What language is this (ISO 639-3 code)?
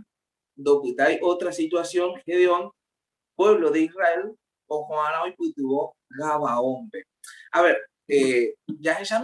grn